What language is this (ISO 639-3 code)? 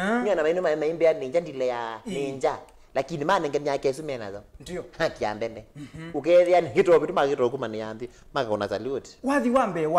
kam